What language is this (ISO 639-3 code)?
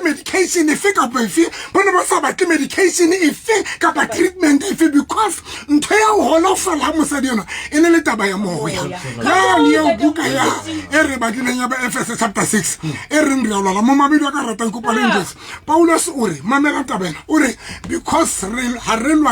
sot